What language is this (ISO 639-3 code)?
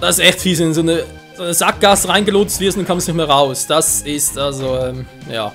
gsw